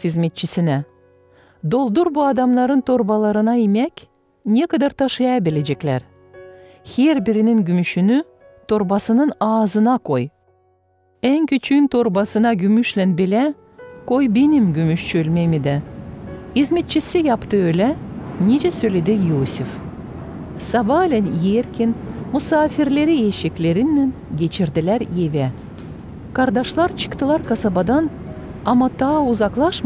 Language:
Gagauz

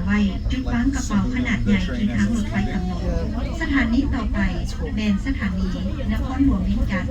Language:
Lao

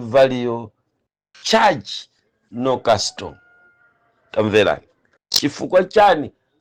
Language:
Nyanja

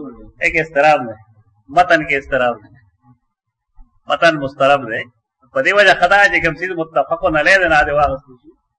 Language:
Urdu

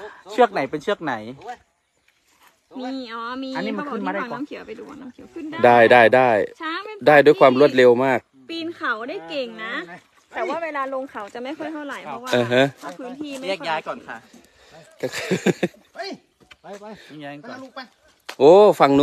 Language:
Thai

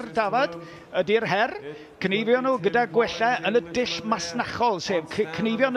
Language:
Welsh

